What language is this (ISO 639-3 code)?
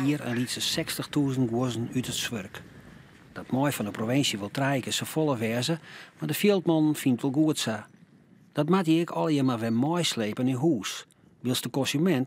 fry